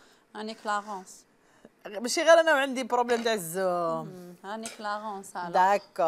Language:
Algerian Arabic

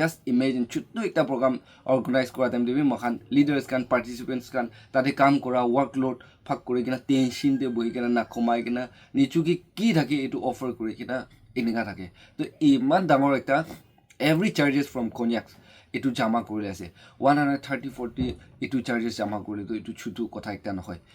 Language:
Naga Pidgin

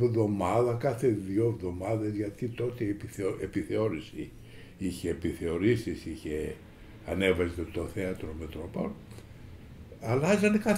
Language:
Greek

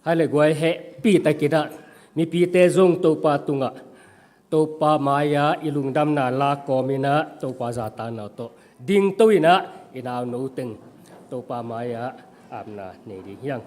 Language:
Tedim Chin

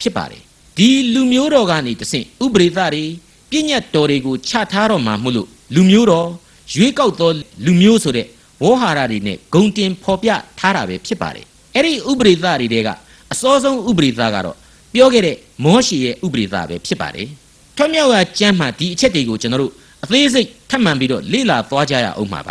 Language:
Burmese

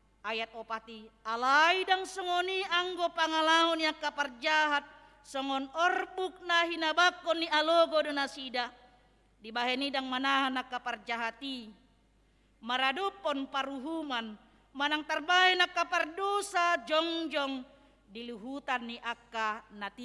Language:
Batak Toba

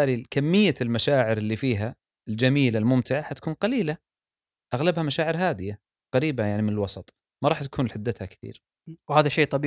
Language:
Gulf Arabic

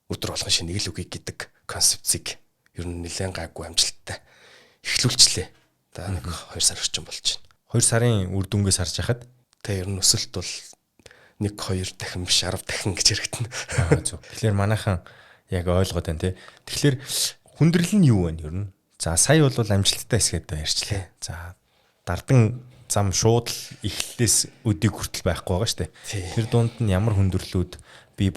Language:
Mongolian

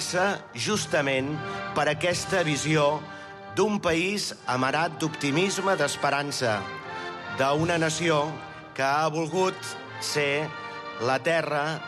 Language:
Catalan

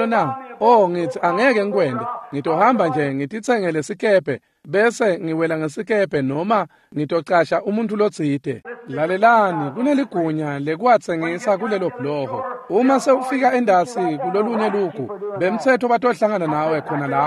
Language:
Swati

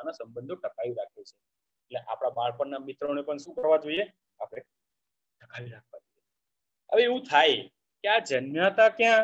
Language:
Gujarati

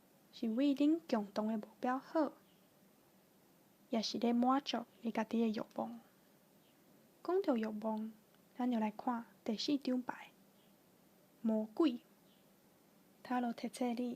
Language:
Min Nan Chinese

